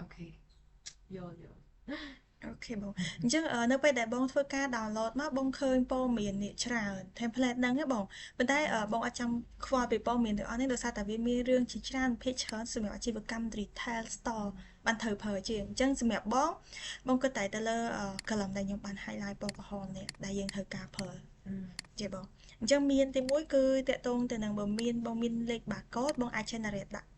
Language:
Khmer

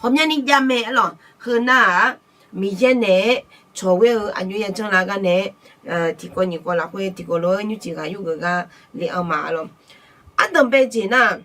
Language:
Akha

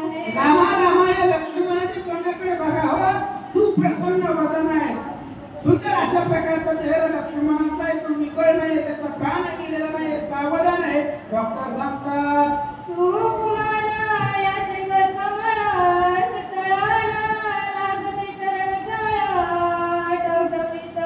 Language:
Marathi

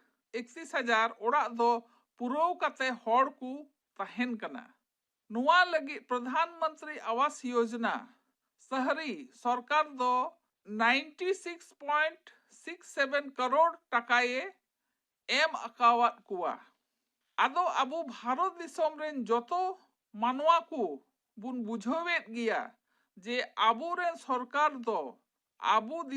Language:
Santali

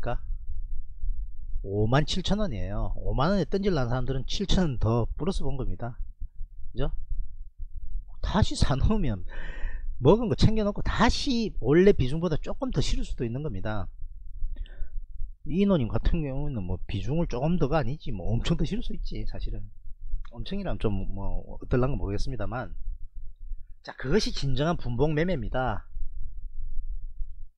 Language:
Korean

